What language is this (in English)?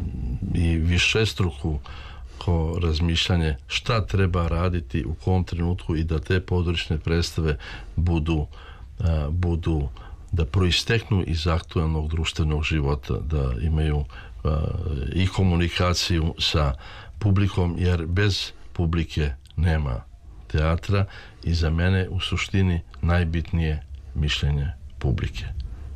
Serbian